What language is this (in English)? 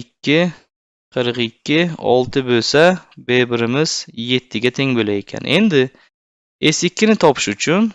Uzbek